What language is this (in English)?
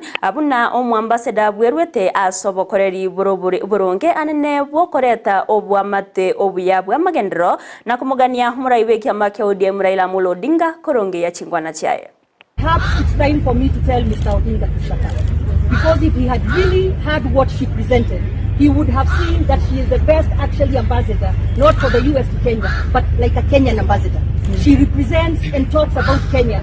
Gusii